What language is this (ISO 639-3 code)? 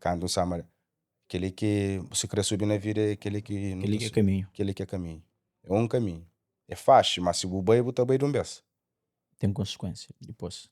kea